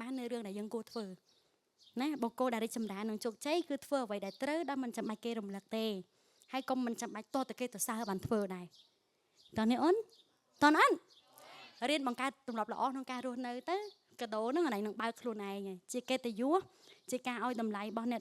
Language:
Khmer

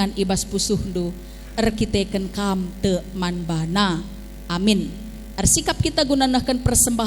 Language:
Batak Karo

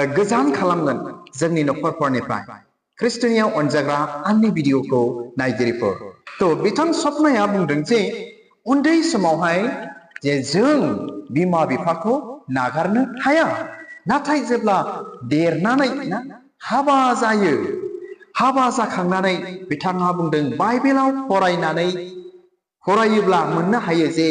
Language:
Bodo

